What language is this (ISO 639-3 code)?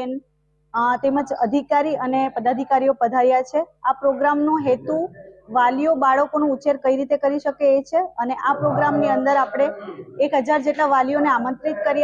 guj